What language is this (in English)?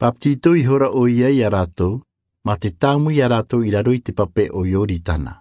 Tahitian